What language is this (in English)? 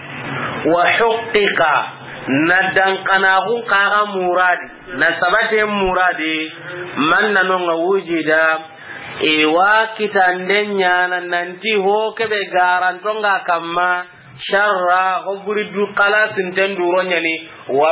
Soninke